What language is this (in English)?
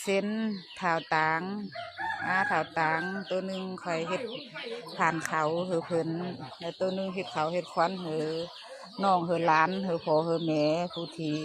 Lao